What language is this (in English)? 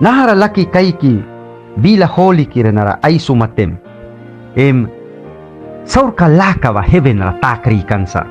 Mískito